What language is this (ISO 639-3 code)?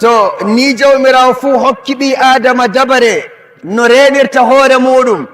ful